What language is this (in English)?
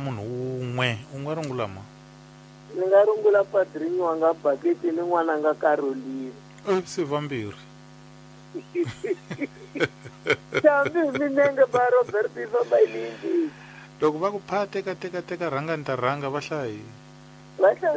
Tsonga